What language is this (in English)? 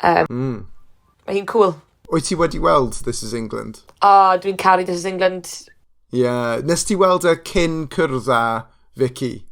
Welsh